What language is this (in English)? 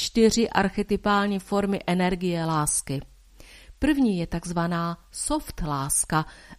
Czech